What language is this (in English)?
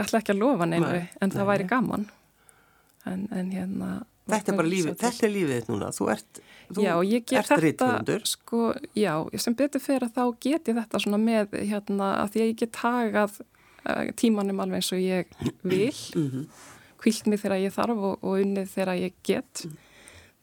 Icelandic